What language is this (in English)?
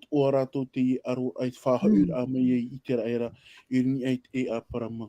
Tahitian